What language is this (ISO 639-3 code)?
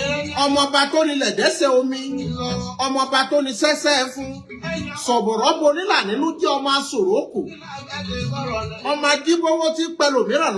yor